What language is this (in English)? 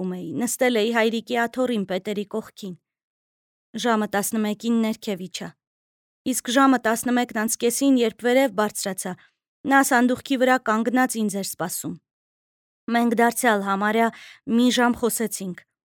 Armenian